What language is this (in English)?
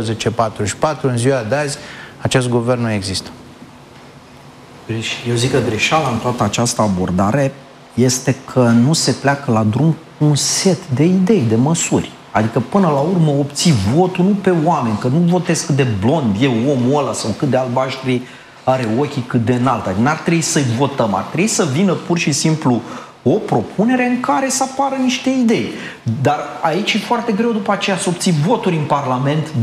Romanian